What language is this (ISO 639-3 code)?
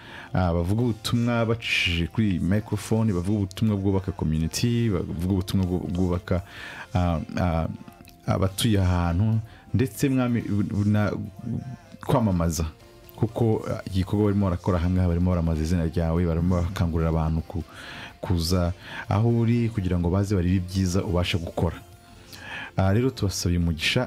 kin